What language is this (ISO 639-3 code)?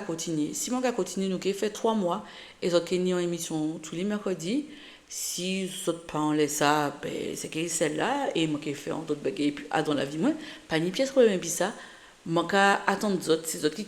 gcf